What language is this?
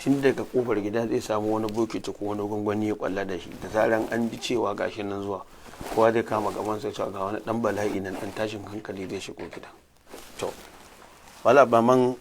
Hausa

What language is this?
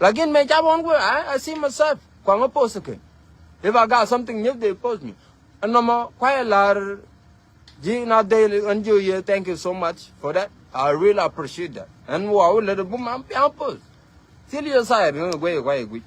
Nuer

